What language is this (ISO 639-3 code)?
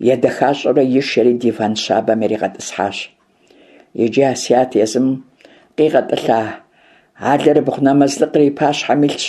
kbd